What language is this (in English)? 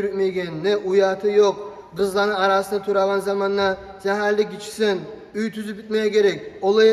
Kumyk